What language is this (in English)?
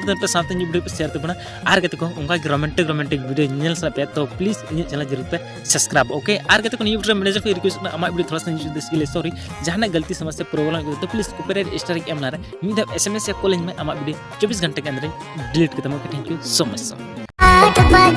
Santali